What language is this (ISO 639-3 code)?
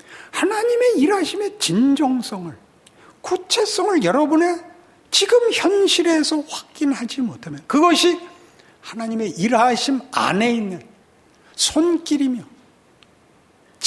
kor